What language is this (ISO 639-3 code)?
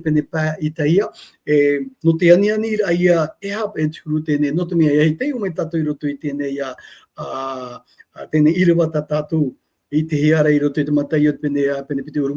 tah